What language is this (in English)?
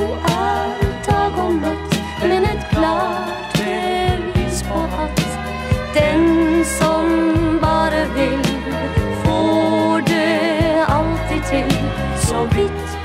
Norwegian